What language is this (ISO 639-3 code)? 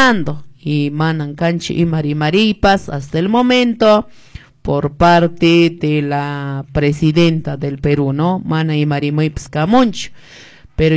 que